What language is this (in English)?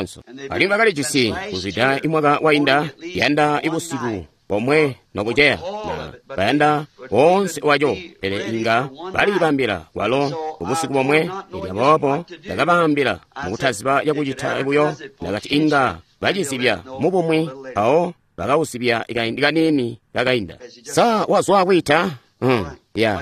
Tonga (Zambia)